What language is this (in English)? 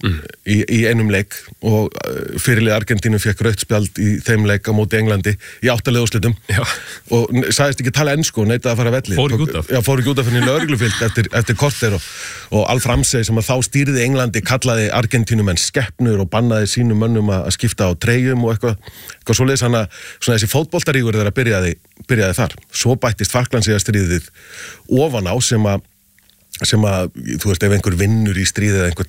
Icelandic